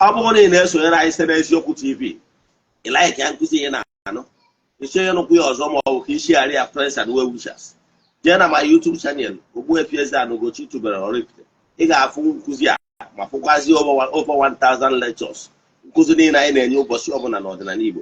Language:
Igbo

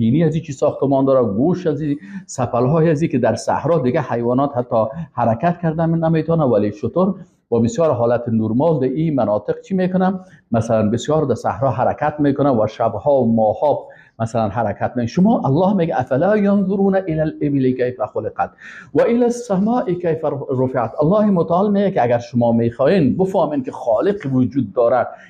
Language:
Persian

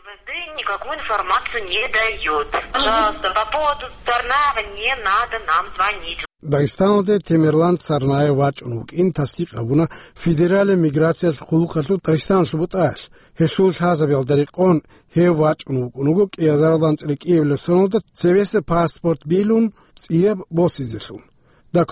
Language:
Avaric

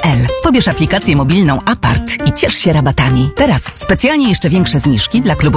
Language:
Polish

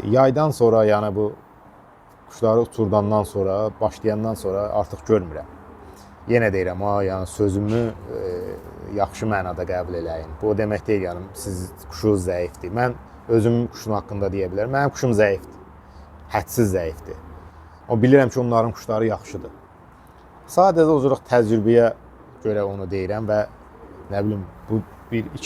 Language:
Azerbaijani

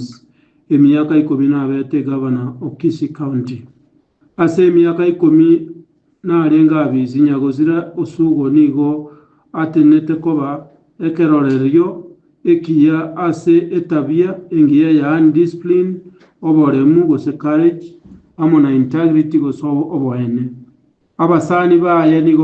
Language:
Gusii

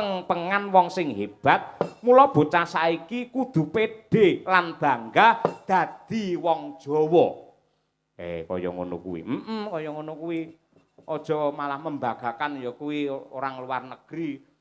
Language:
Javanese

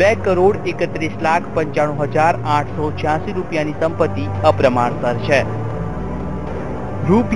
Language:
Gujarati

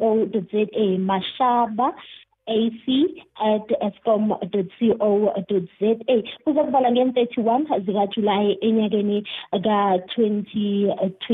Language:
South Ndebele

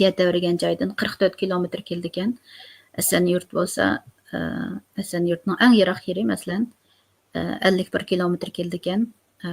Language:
Uyghur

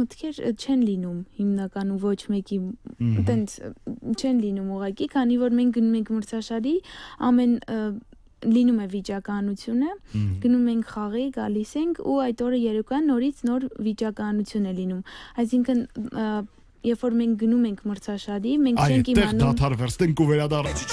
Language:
Armenian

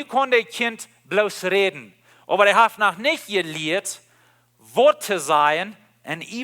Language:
Plautdietsch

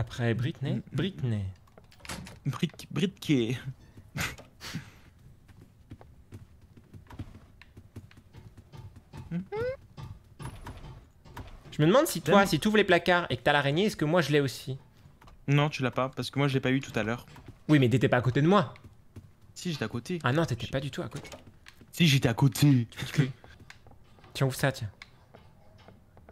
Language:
French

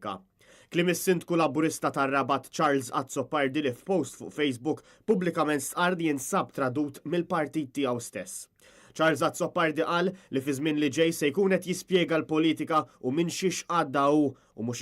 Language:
Maltese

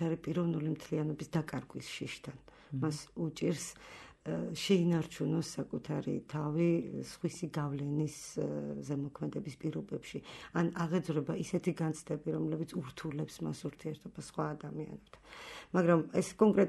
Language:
Georgian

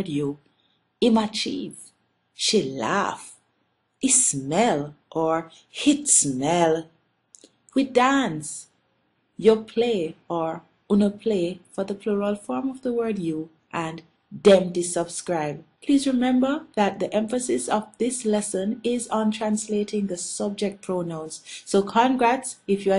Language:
Jamaican Creole English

